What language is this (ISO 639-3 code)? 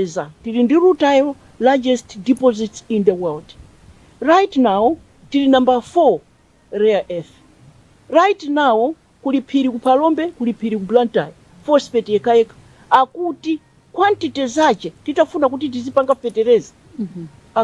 nya